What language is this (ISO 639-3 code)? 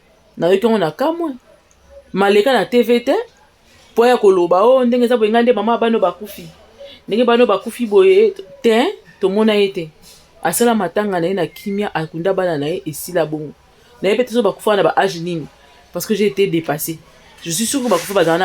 lin